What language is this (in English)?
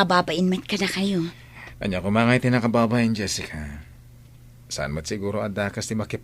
Iloko